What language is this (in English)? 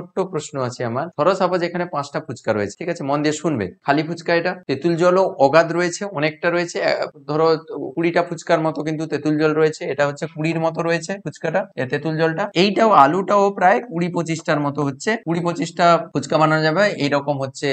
Bangla